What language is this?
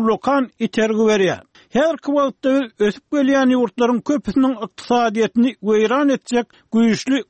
Turkmen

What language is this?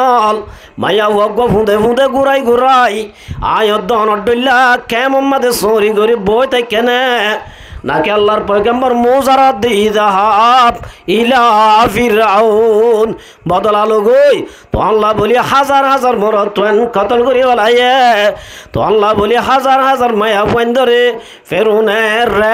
Rohingya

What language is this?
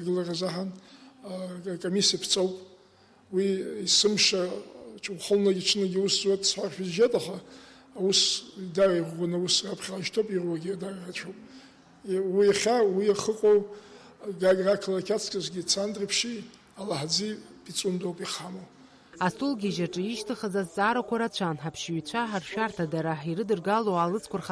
Abkhazian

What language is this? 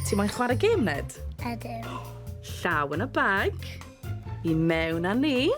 Welsh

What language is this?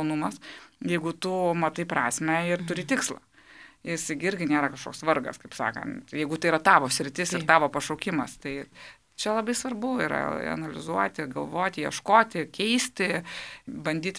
Lithuanian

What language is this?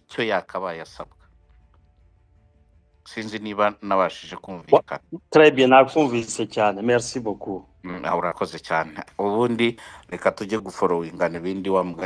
Kinyarwanda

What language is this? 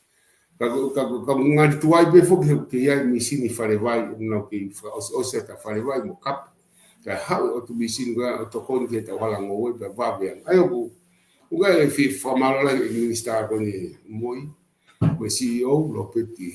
Tongan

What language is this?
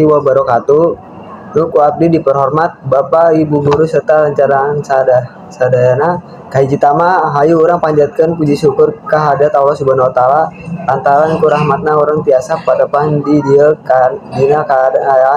Sundanese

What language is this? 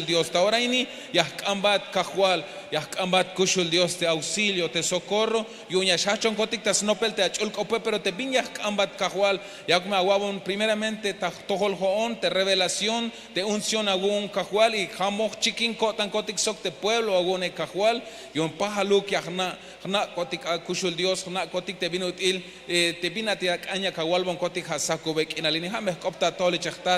Tzeltal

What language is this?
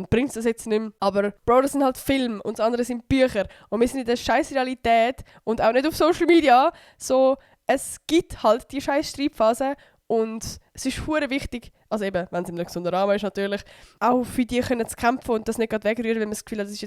Swiss German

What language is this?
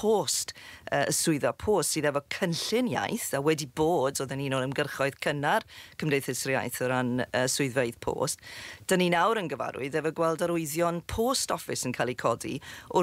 Welsh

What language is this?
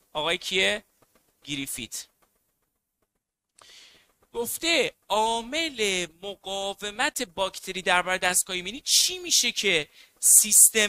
Persian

